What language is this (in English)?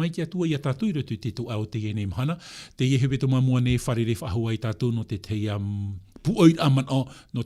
Tahitian